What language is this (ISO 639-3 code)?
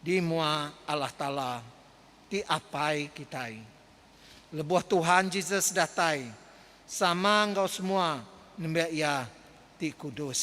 iba